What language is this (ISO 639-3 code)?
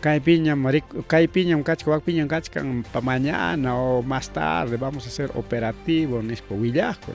quy